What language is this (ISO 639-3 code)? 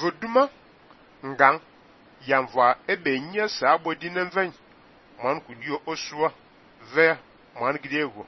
fan